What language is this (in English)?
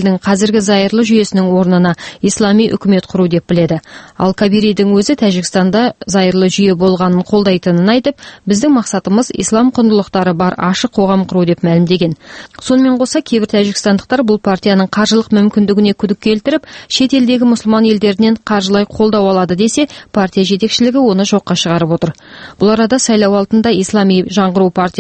Kazakh